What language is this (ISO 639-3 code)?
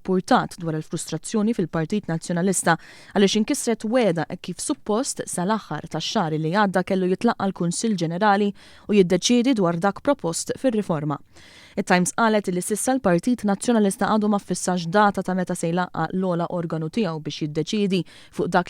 mlt